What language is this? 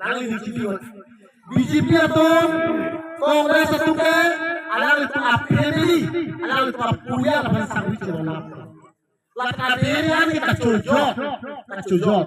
Karbi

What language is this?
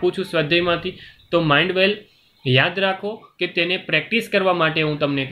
Gujarati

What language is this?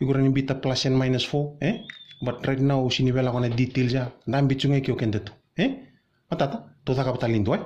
Fijian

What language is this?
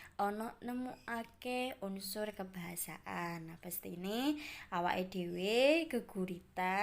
Javanese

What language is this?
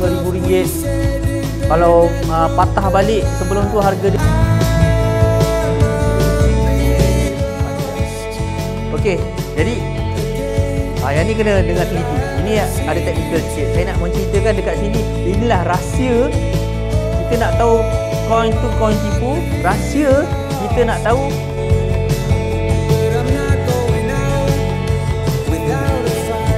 Malay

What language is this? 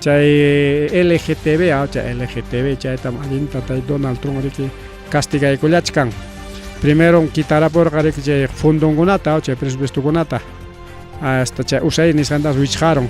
Ayacucho Quechua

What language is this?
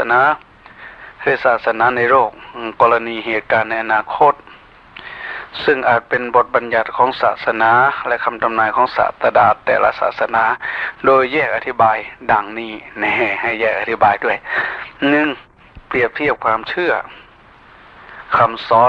Thai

